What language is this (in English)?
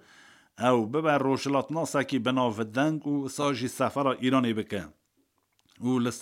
Kurdish